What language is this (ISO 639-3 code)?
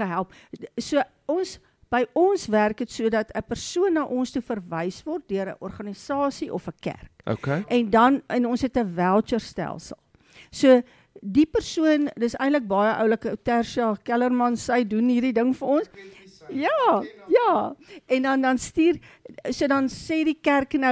afr